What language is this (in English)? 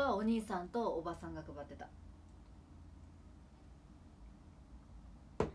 Japanese